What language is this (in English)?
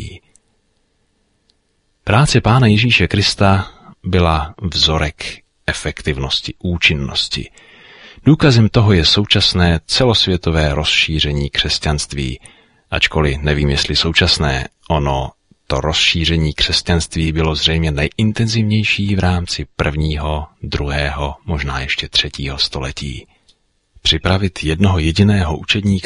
Czech